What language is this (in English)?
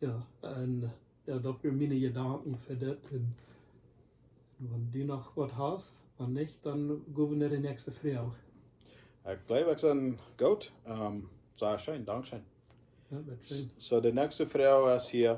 Plautdietsch